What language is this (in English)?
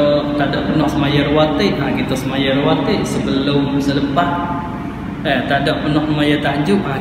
Malay